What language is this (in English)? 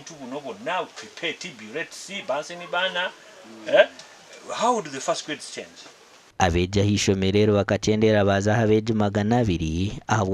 Nyankole